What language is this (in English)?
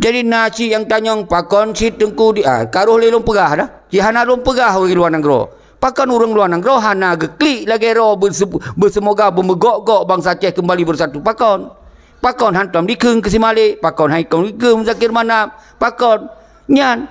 Achinese